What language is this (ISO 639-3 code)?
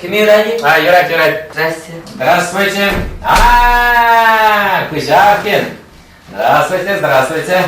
chv